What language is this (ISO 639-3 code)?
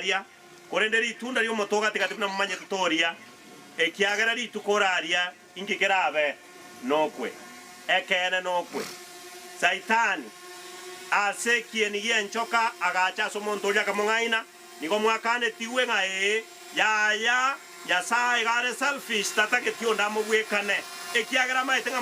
guz